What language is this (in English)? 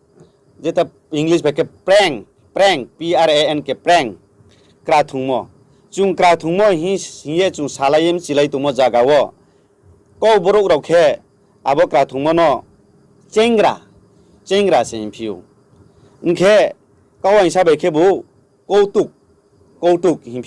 Riang (India)